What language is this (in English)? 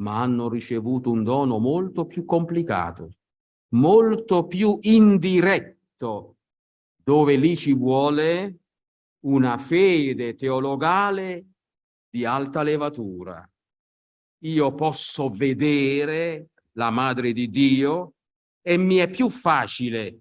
Italian